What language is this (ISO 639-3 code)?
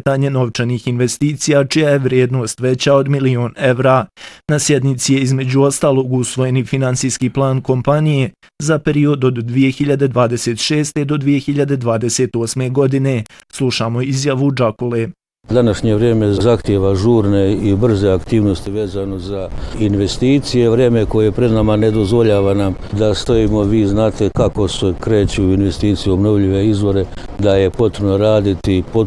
bos